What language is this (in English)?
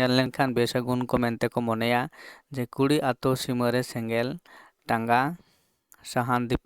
Santali